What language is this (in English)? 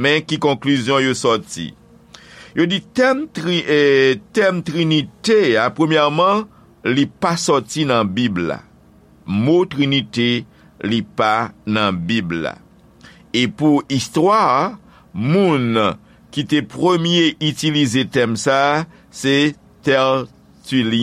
Haitian Creole